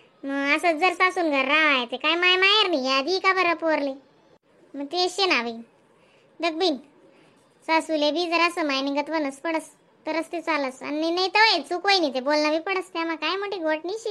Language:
Khandesi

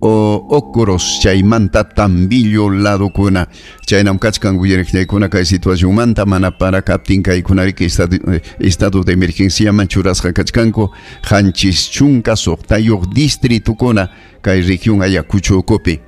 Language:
Ayacucho Quechua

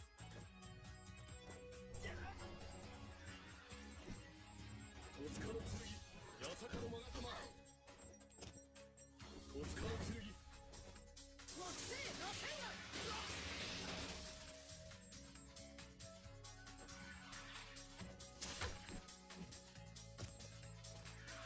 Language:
Japanese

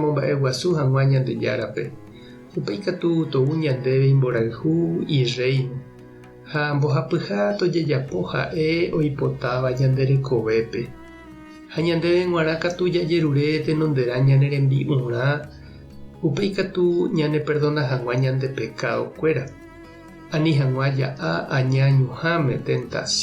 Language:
Guarani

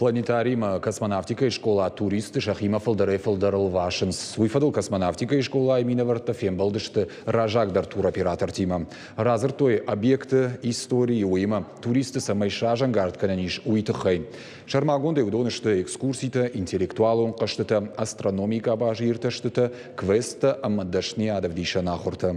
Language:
Ossetic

